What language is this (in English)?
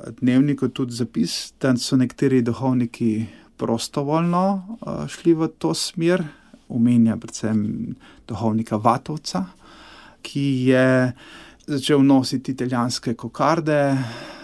Slovenian